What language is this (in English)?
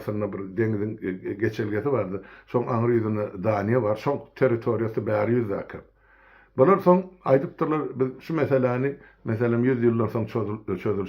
Turkmen